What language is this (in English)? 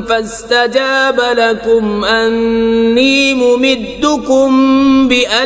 Kashmiri